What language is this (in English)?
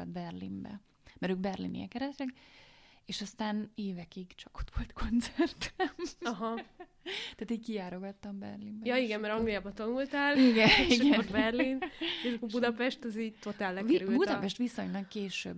Hungarian